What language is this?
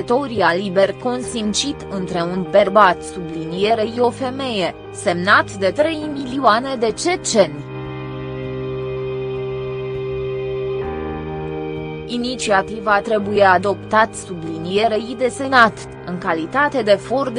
Romanian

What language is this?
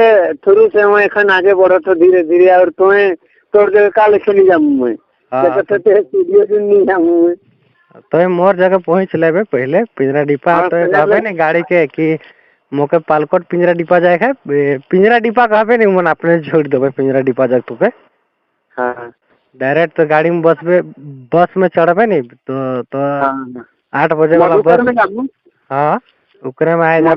Sadri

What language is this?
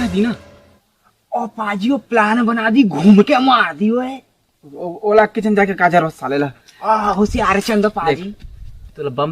Chhattisgarhi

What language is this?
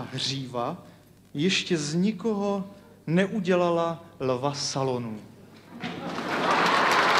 Czech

